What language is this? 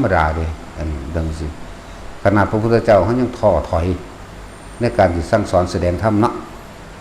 Northeastern Thai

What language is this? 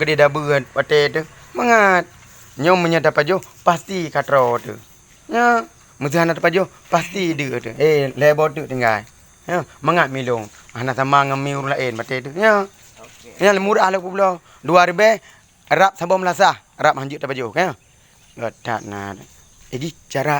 Achinese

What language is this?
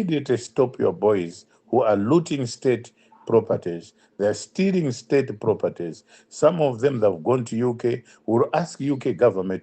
English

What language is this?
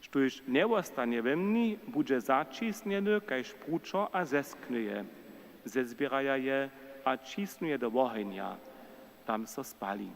Upper Sorbian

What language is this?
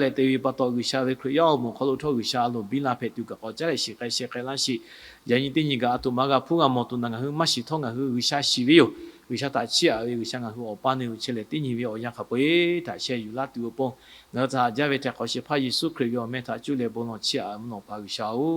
Lahu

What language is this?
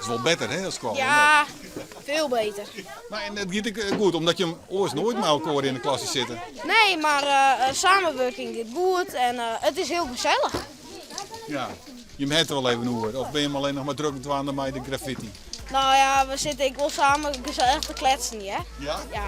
Western Frisian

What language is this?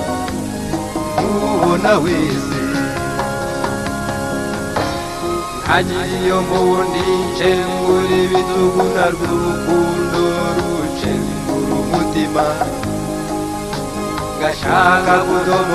Kinyarwanda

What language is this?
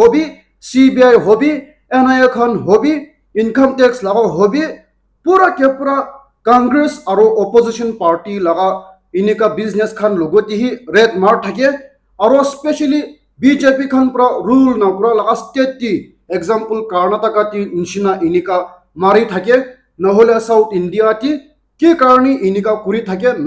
Naga Pidgin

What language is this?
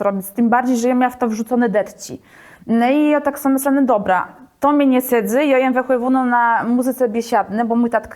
Kashubian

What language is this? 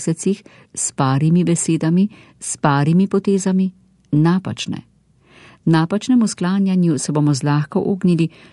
Slovenian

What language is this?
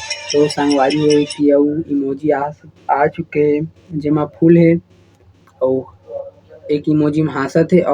Chhattisgarhi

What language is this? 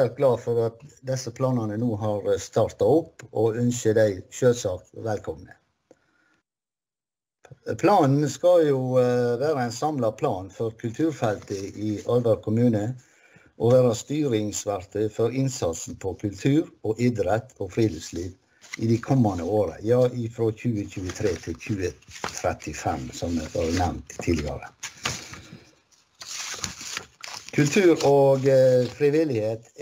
Norwegian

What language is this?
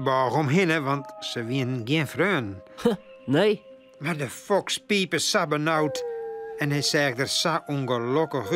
Western Frisian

